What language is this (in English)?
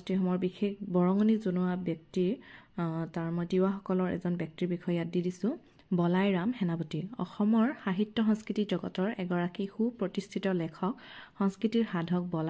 Assamese